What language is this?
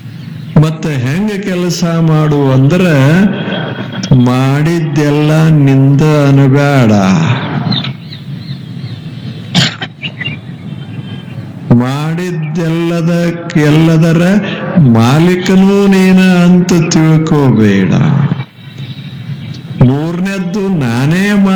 Kannada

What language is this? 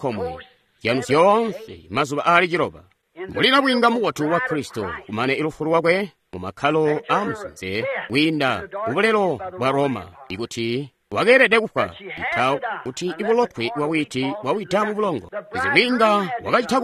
Tonga (Zambia)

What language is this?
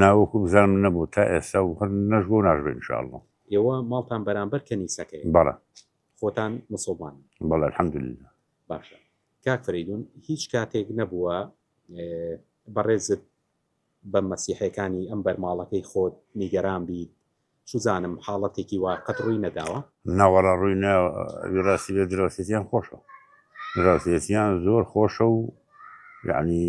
Central Kurdish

